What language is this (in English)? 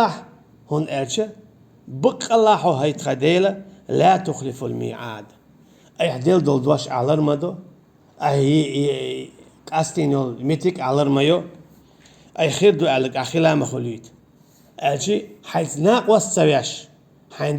Chechen